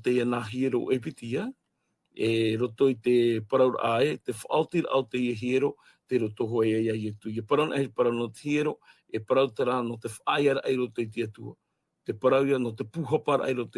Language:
Tahitian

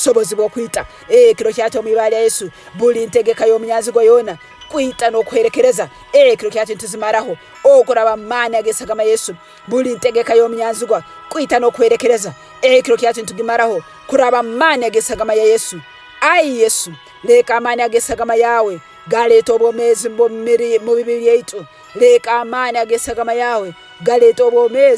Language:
Tooro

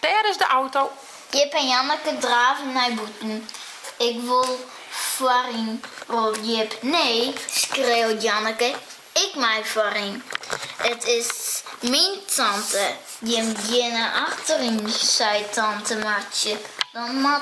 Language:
Western Frisian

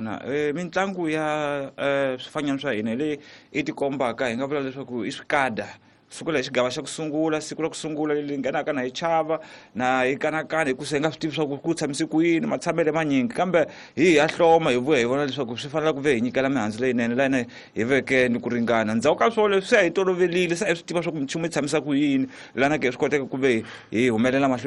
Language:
Tsonga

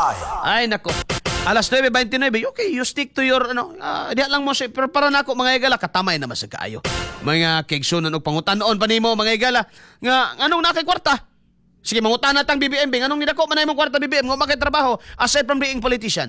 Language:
Cebuano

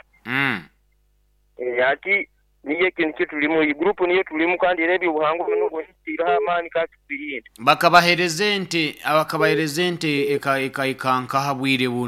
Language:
Nyoro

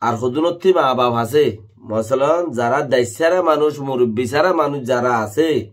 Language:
Rohingya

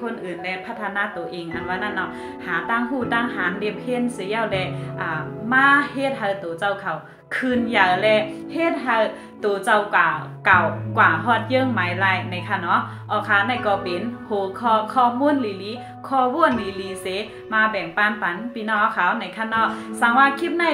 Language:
Shan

